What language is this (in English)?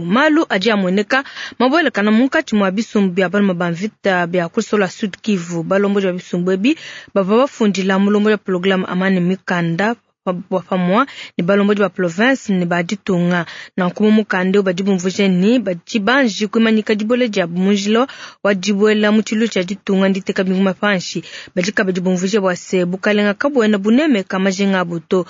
Luba-Lulua